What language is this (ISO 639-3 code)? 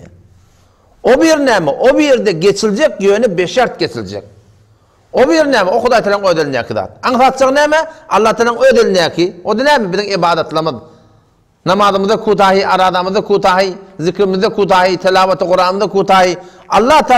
tuk